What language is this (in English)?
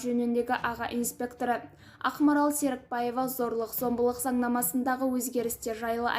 Kazakh